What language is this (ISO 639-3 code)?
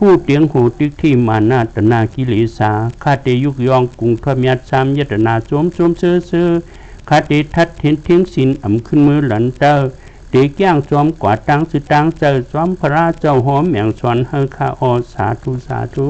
shn